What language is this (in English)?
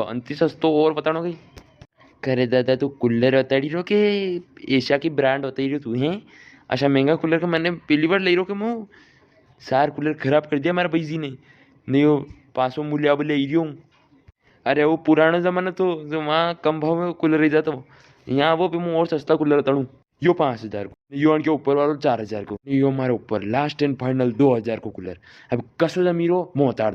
Rajasthani